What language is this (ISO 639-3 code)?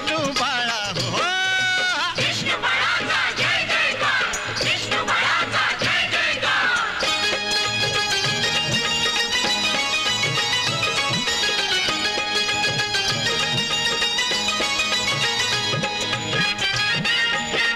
mar